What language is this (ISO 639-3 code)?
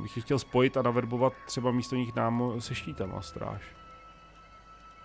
ces